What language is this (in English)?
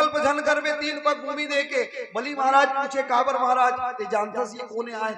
Chhattisgarhi